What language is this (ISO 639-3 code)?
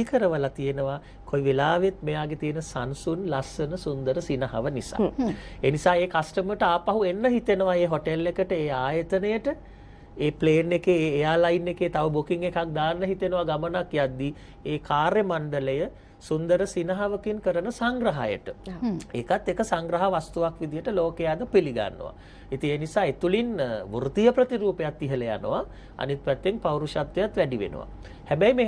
sin